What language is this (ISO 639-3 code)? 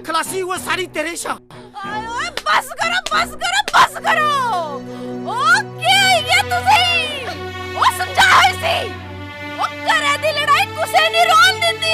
doi